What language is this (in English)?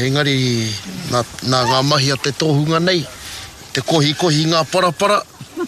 Māori